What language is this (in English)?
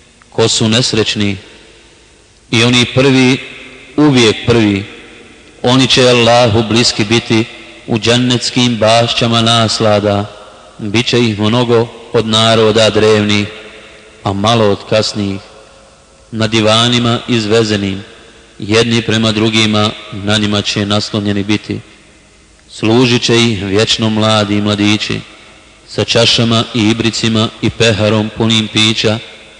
Bosnian